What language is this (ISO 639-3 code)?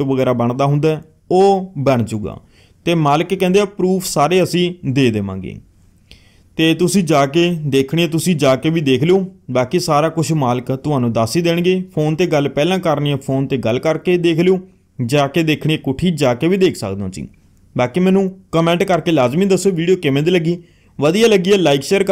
pan